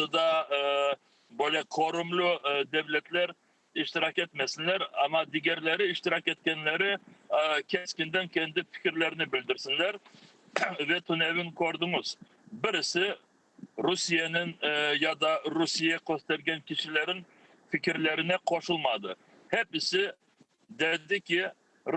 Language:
Crimean Tatar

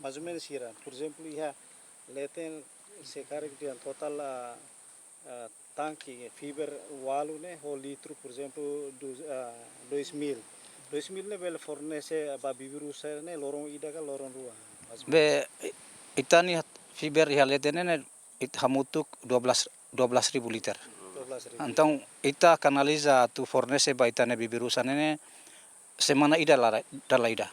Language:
Tetum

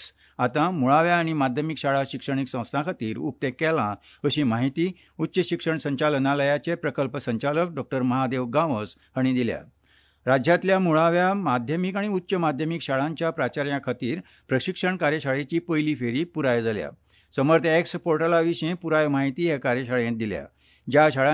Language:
Konkani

